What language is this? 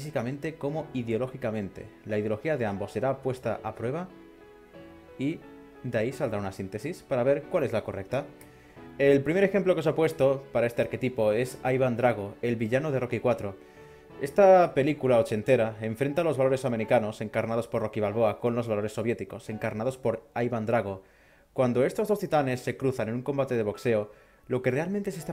Spanish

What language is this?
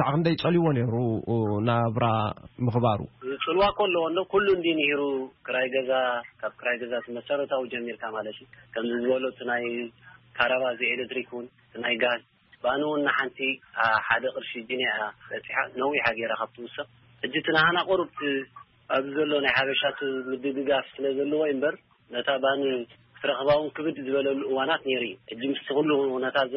Tigrinya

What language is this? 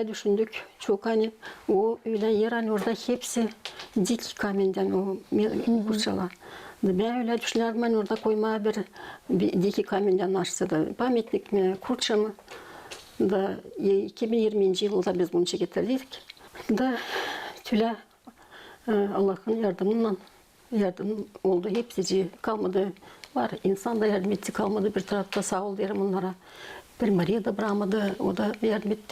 Gagauz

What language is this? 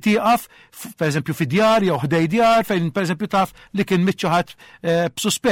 Maltese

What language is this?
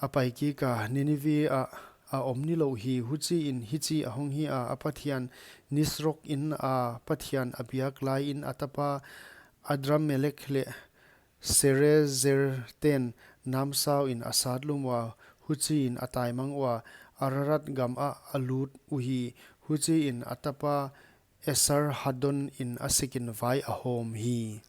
Paite Chin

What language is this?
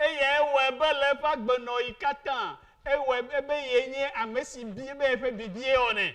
Ewe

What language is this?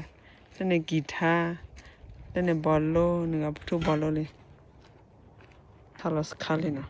S'gaw Karen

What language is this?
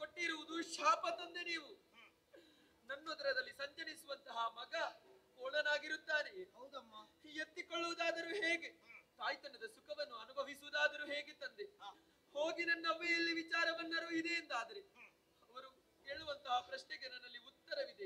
Kannada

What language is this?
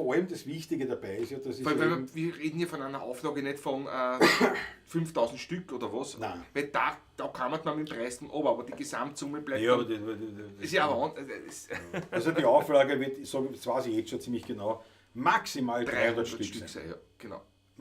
Bavarian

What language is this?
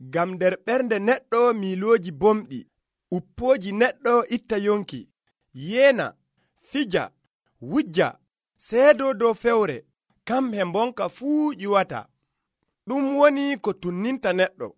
Nigerian Fulfulde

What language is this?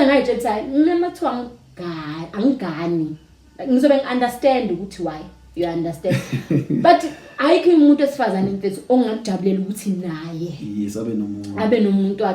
Zulu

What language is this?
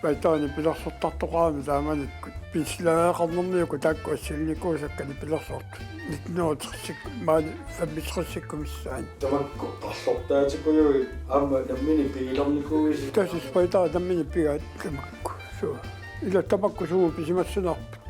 Kalaallisut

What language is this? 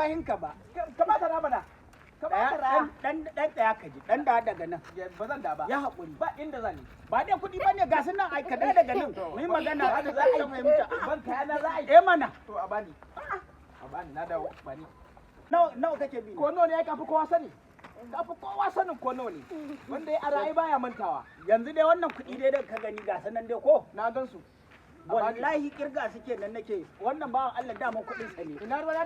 Hausa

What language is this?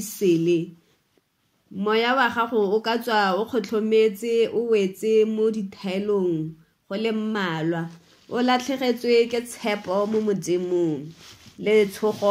Tswana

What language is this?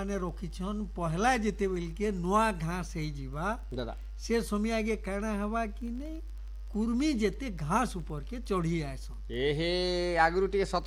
Hindi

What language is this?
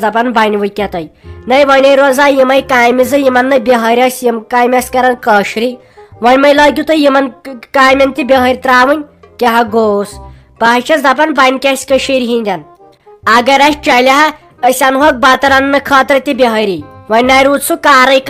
Kashmiri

